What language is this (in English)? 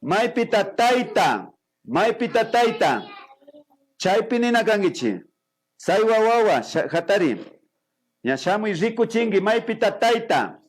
Imbabura Highland Quichua